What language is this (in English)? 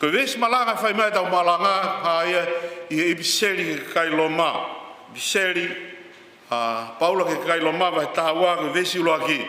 Tongan